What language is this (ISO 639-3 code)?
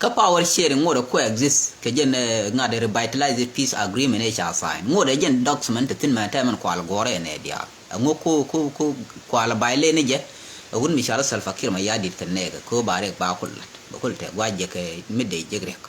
nus